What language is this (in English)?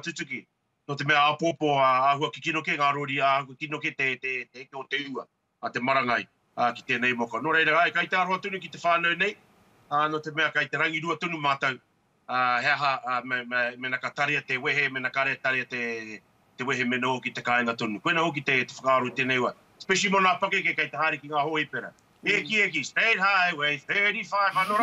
Māori